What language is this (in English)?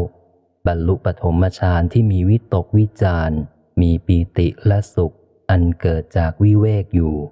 Thai